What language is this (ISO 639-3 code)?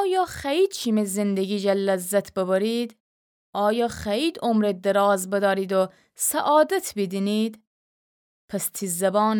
glk